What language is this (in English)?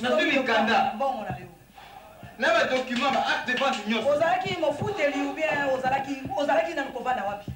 Lingala